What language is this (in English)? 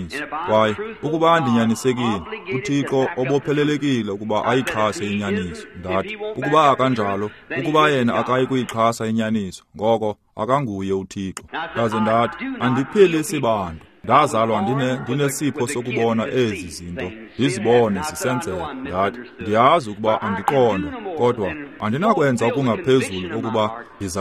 Xhosa